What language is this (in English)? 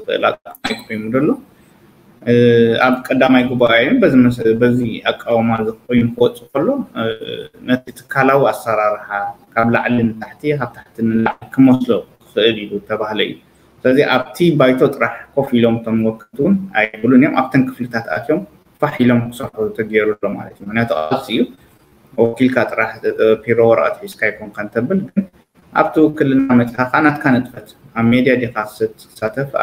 Tigrinya